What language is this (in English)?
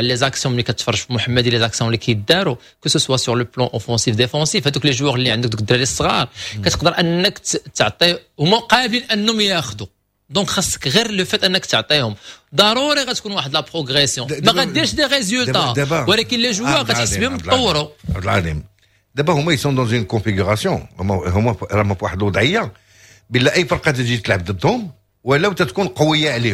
Moroccan Arabic